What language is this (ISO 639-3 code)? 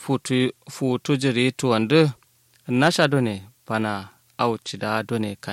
kau